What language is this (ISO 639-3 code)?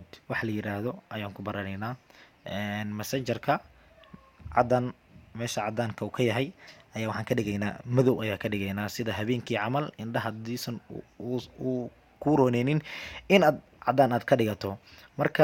som